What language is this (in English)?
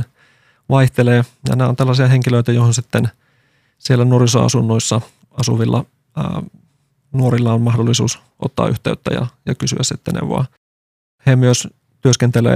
Finnish